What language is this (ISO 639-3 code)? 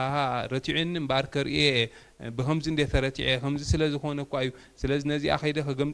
tir